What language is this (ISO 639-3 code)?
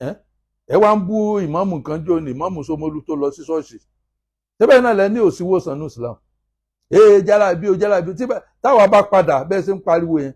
yor